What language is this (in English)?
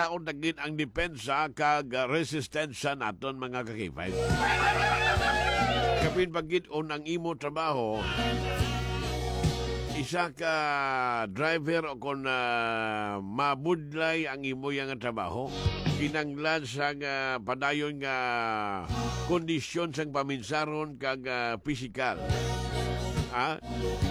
Hiligaynon